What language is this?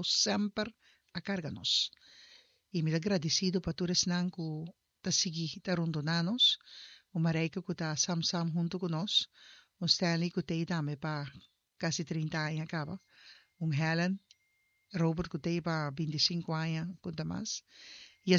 Papiamento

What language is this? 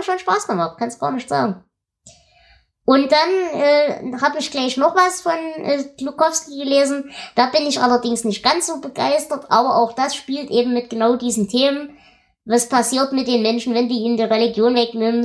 German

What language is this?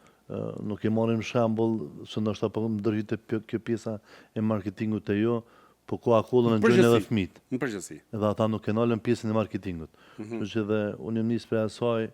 Albanian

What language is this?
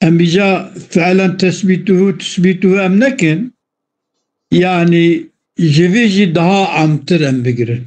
Kurdish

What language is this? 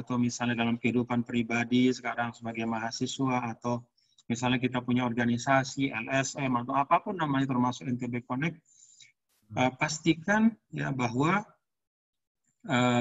Indonesian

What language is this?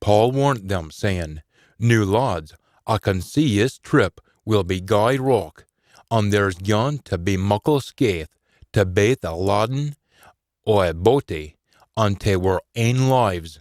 Scots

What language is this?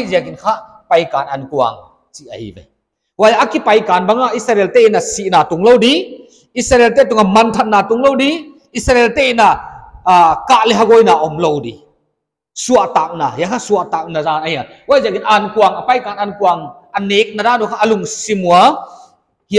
Paite Chin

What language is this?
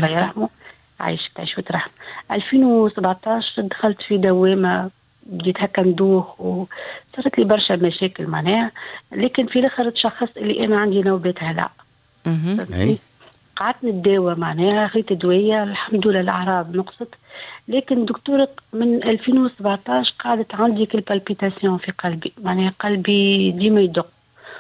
Tunisian Arabic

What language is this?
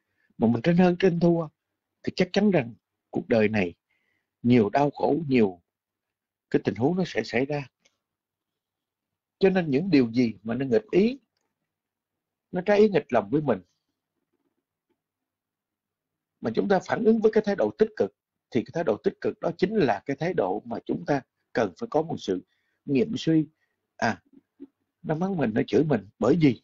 Vietnamese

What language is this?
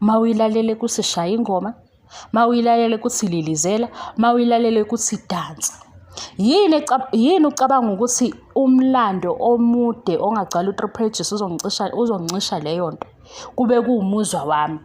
Zulu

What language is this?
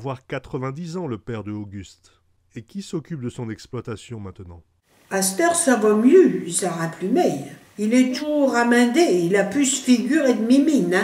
Picard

